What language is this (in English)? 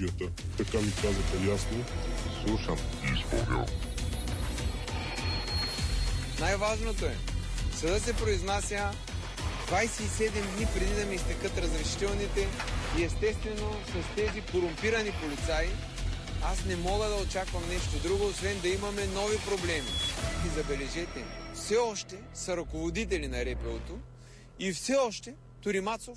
Bulgarian